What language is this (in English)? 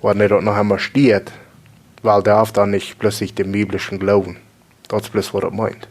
Plautdietsch